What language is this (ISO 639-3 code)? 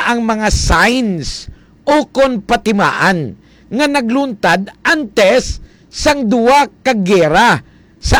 hil